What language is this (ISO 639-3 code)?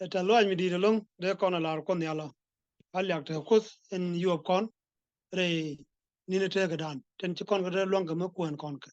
nus